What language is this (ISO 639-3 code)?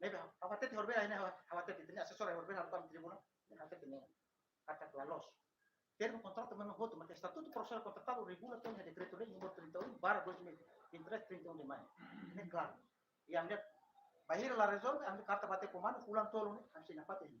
tet